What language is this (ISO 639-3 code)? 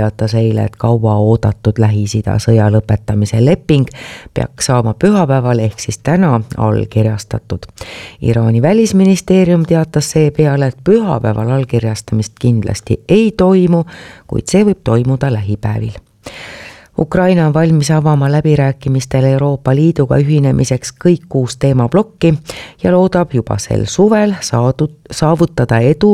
est